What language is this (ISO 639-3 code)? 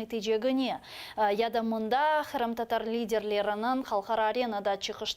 crh